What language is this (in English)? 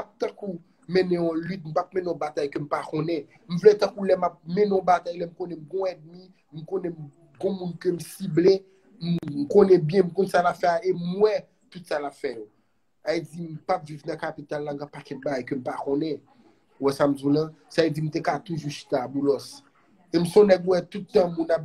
Haitian Creole